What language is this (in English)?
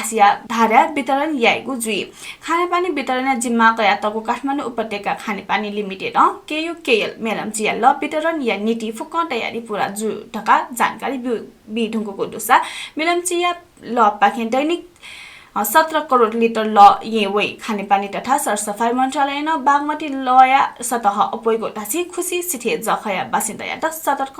Newari